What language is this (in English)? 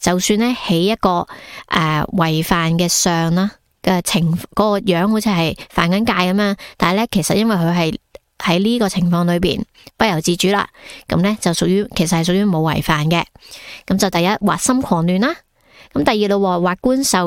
Cantonese